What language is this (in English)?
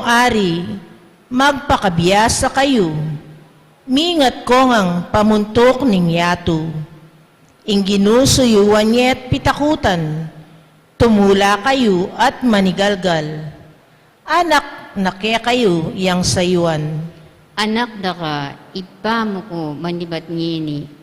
Pampanga